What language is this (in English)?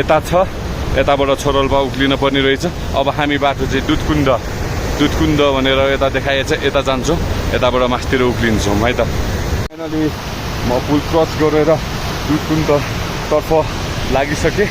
Nepali